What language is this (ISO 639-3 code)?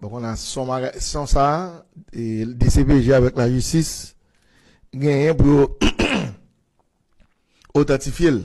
hat